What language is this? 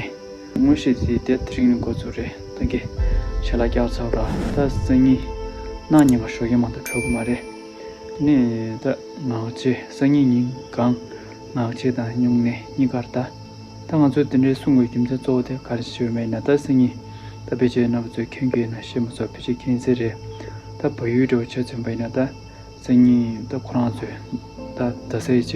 Tibetan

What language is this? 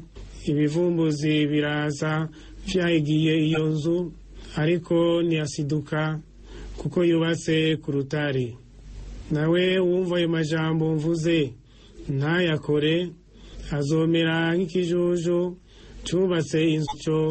Rundi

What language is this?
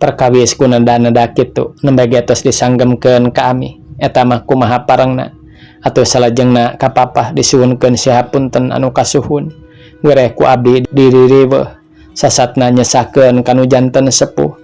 Sundanese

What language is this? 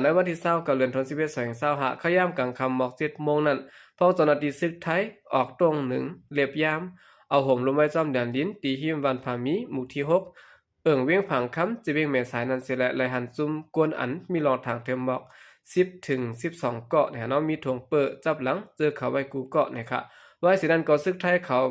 Shan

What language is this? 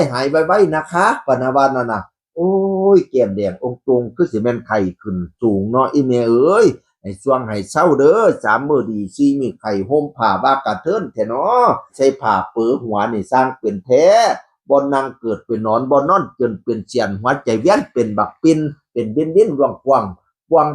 Northeastern Thai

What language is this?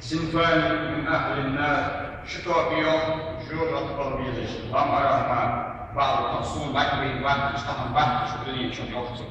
Ingush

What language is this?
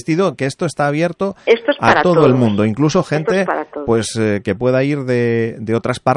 Spanish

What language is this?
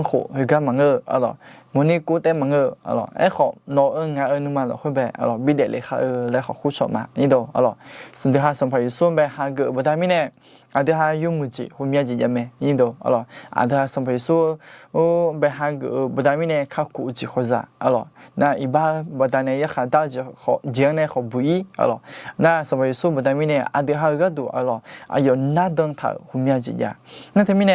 Akha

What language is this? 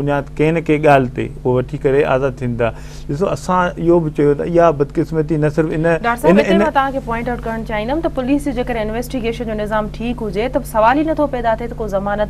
Sindhi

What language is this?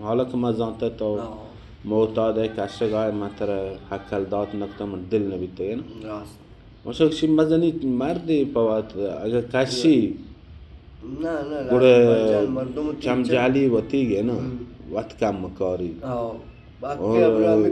Baluchi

